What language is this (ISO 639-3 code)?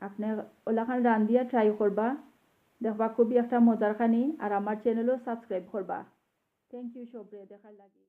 syl